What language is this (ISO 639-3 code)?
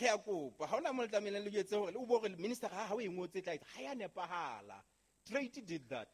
sot